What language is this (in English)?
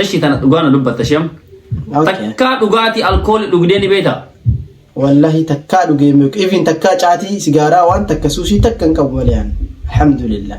Oromo